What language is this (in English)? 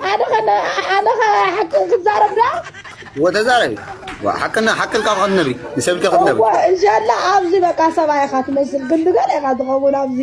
Tigrinya